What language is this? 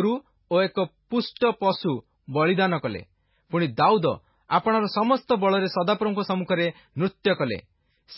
Odia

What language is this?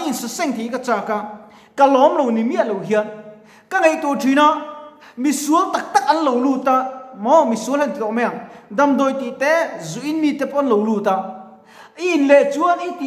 Mizo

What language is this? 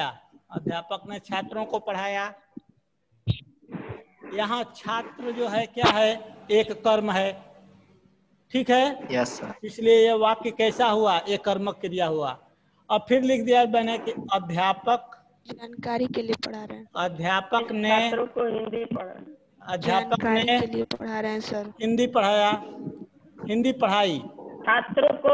Hindi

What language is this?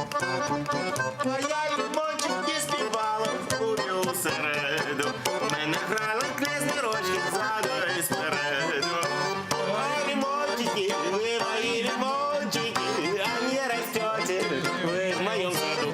Crimean Tatar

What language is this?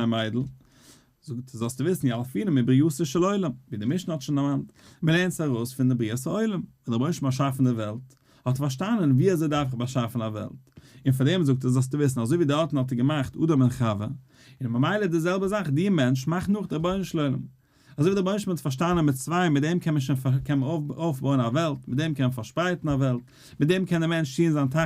Yiddish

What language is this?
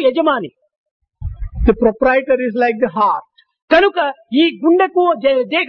Telugu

